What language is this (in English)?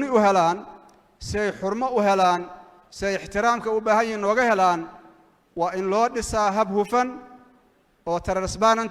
Somali